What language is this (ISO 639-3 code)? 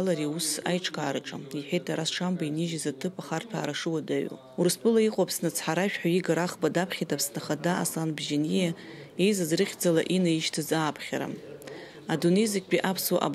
abk